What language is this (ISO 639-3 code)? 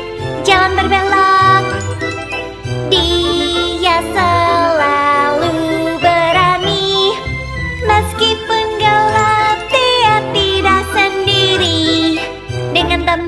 ind